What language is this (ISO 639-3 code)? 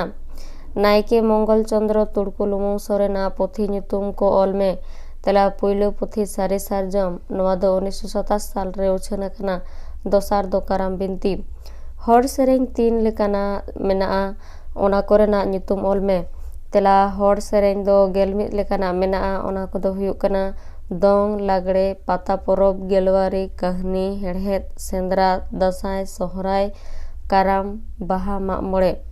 sat